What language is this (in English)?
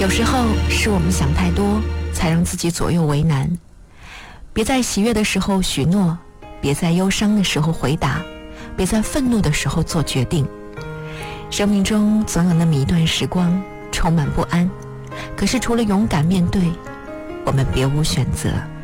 Chinese